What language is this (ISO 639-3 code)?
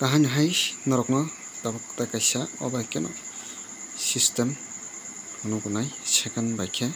trp